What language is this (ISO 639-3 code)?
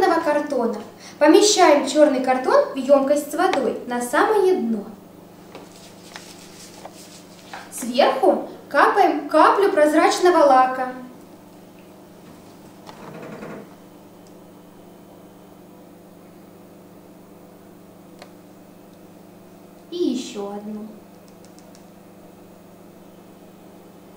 rus